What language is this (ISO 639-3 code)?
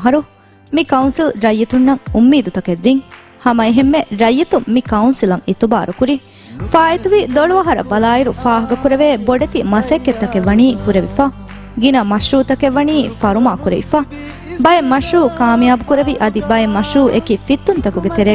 div